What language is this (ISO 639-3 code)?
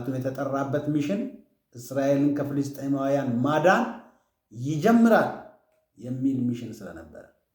amh